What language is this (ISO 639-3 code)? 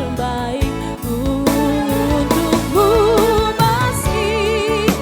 abs